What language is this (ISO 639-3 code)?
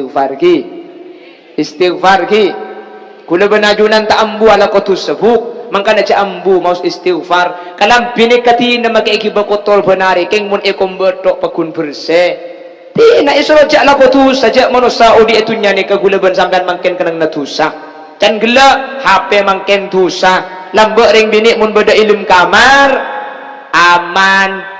mad